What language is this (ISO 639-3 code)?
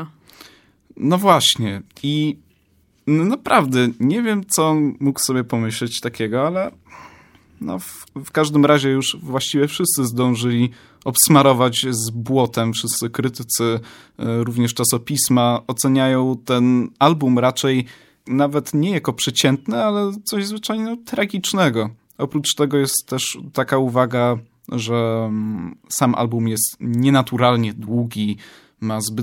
pol